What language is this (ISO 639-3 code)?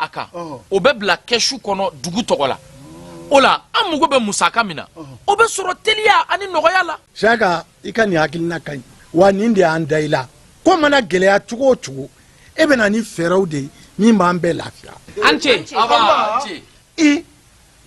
bam